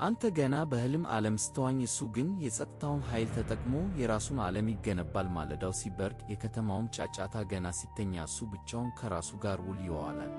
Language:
Amharic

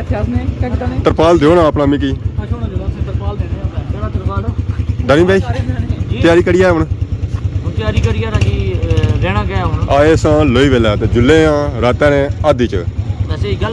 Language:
Pahari-Potwari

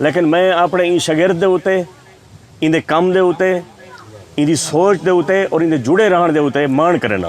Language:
Saraiki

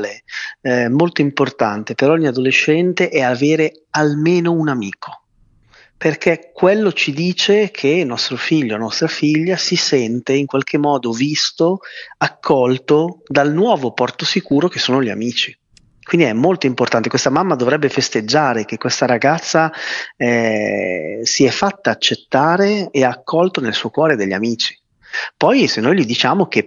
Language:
Italian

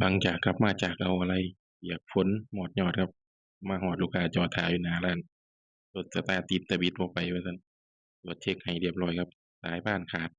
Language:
Northeastern Thai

